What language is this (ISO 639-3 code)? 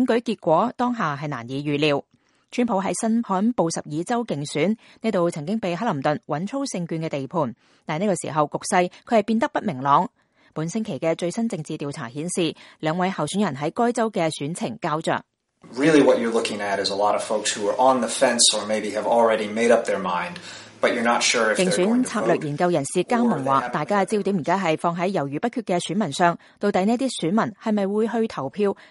yue